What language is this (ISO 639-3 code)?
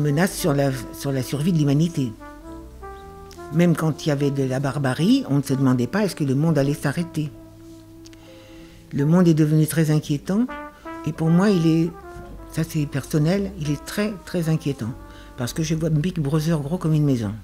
fra